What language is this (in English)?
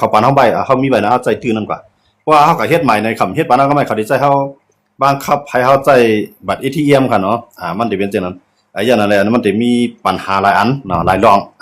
Shan